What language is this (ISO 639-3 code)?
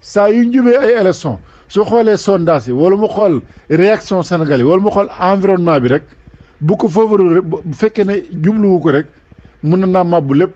wol